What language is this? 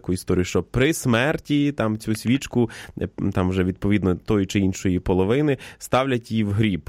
Ukrainian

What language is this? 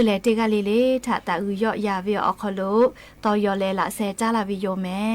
Lahu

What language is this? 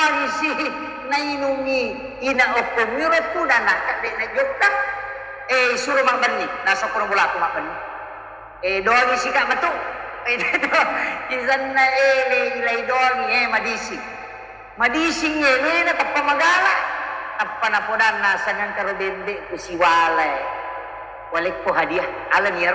Buginese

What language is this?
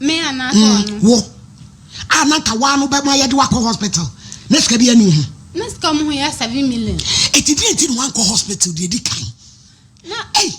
Akan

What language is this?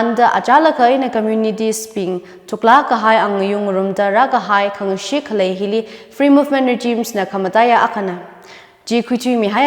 Tangkhul Naga (India)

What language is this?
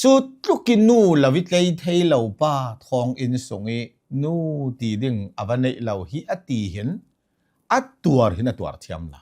Hakha Chin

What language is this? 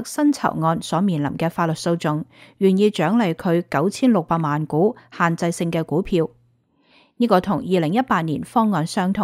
Cantonese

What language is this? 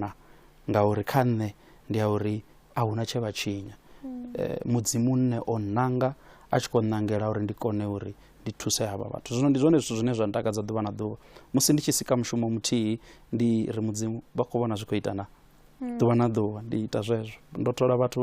Venda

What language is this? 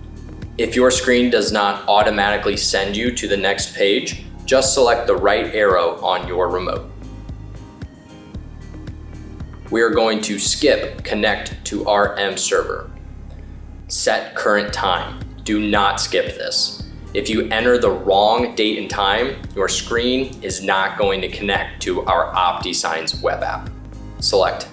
English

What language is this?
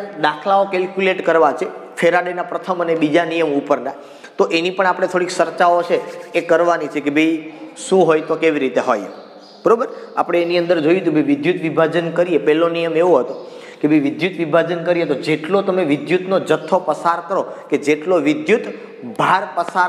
Gujarati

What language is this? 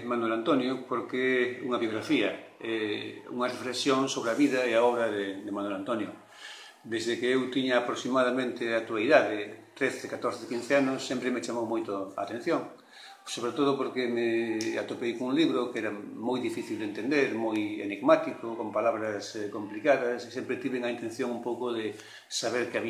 Galician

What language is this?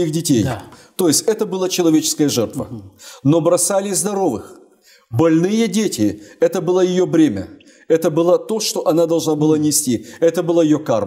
Russian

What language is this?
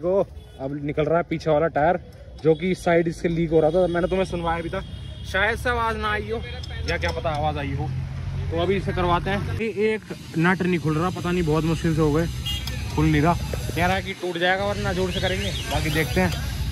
Hindi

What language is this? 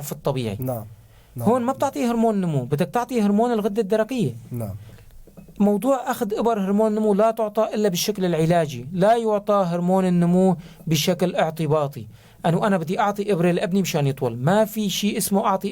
North Levantine Arabic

